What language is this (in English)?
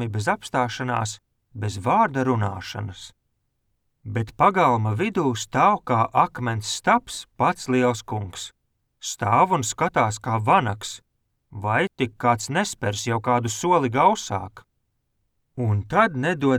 Latvian